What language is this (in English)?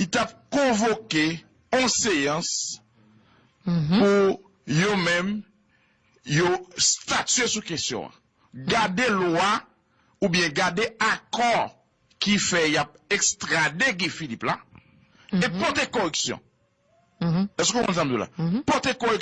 Haitian Creole